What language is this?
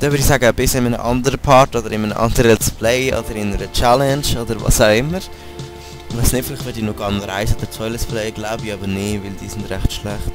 Swiss German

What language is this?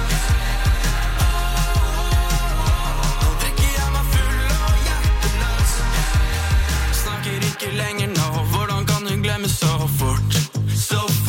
Norwegian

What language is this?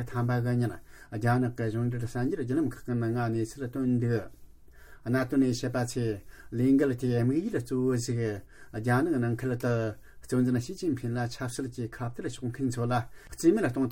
Tibetan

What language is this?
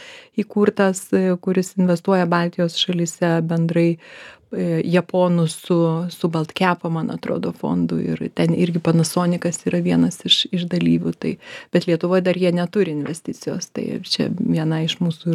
Lithuanian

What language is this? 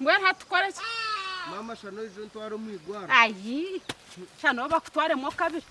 Nyankole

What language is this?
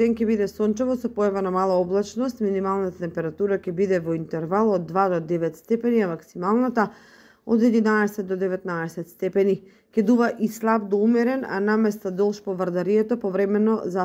Macedonian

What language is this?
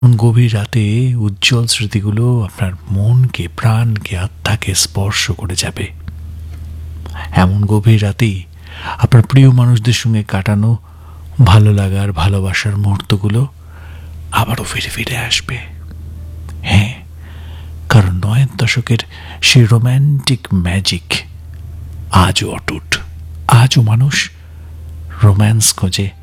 Bangla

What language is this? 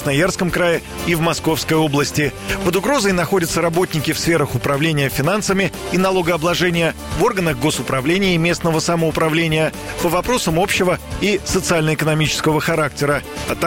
Russian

